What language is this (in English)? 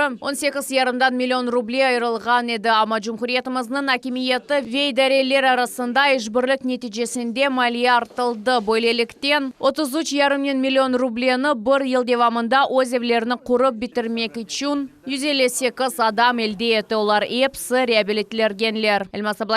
Crimean Tatar